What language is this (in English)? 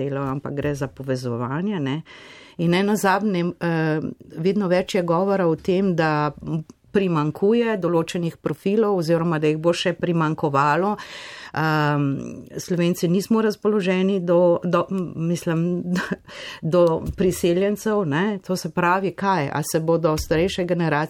Slovenian